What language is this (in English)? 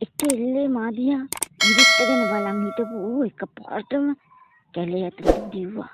Sinhala